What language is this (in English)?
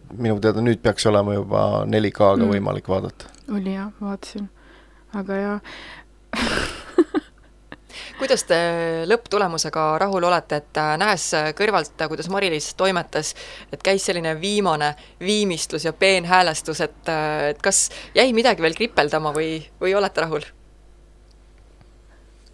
Estonian